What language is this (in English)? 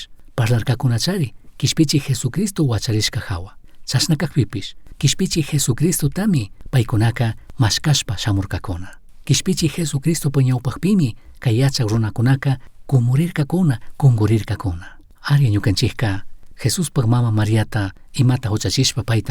Chimborazo Highland Quichua